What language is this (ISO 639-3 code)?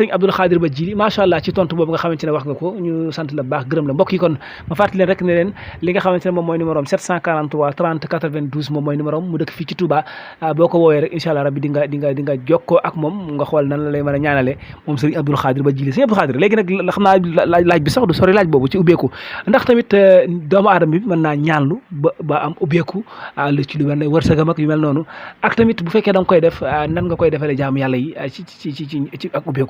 wol